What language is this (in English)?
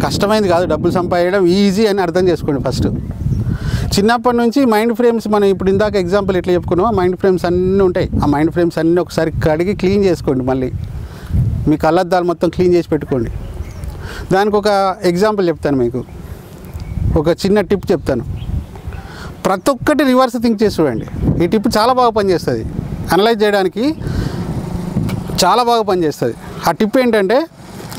Telugu